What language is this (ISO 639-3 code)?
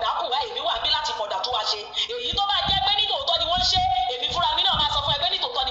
yor